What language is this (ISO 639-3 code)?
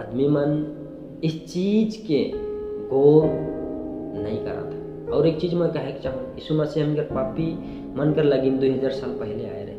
sck